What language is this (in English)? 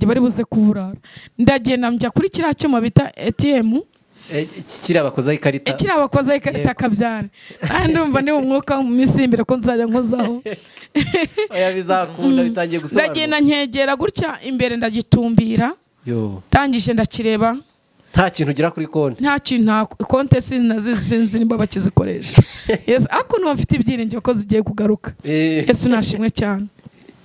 Kinyarwanda